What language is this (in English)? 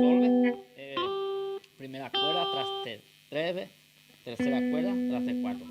Guarani